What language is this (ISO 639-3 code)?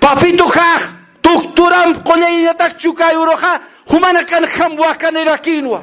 aym